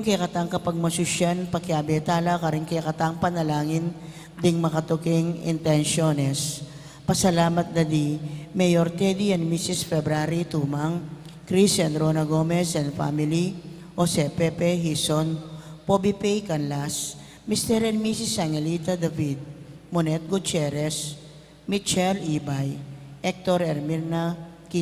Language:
Pampanga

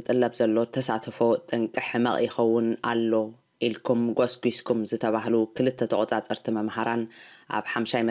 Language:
Tigrinya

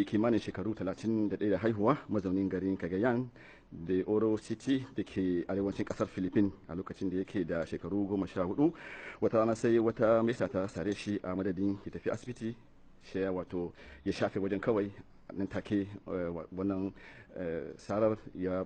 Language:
Hausa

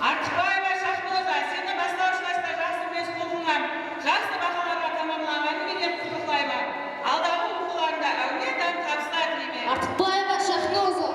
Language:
Kara-Kalpak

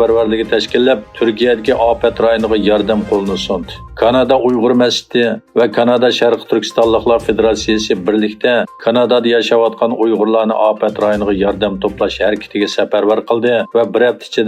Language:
Uyghur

